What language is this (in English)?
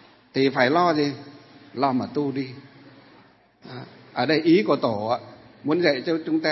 Vietnamese